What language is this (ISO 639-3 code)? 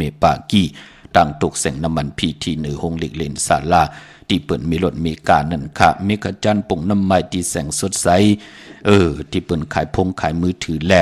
shn